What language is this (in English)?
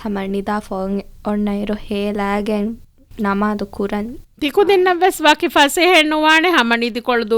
Divehi